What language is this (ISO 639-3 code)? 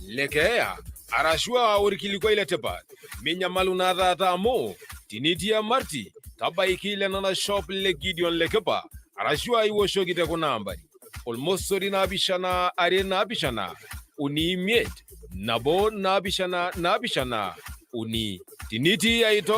mas